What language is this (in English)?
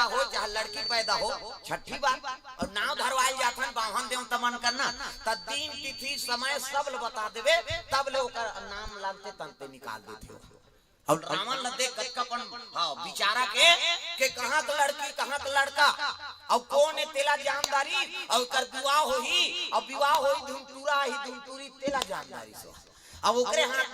Chhattisgarhi